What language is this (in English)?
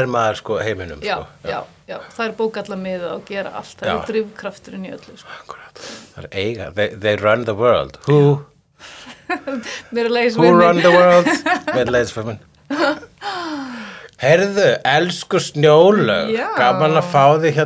Icelandic